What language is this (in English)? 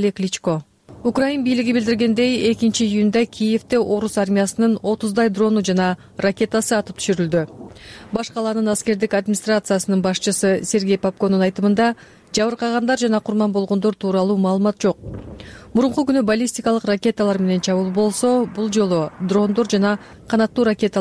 Kyrgyz